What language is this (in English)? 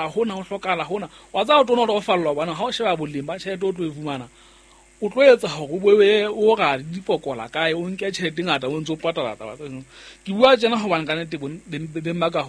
Southern Sotho